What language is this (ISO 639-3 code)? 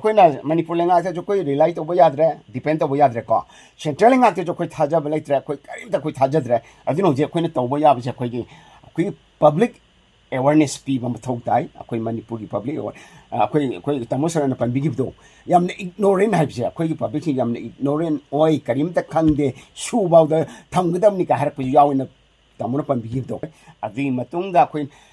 mni